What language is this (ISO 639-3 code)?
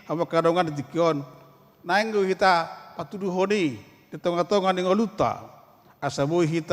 bbc